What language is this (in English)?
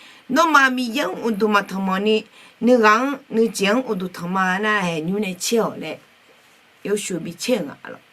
Akha